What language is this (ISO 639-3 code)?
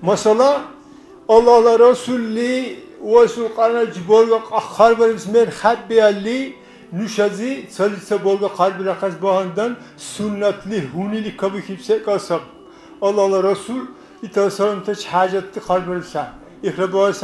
dar